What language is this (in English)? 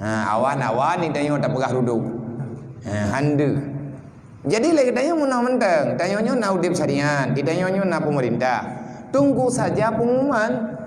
Achinese